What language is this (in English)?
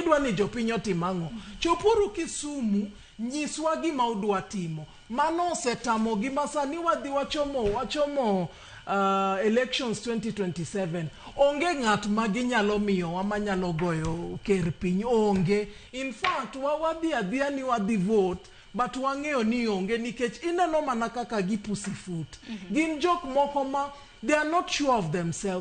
Luo (Kenya and Tanzania)